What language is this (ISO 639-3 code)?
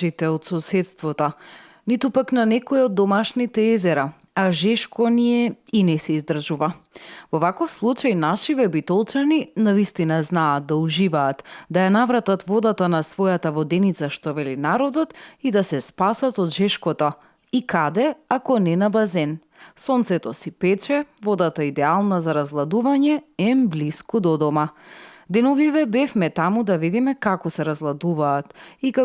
mkd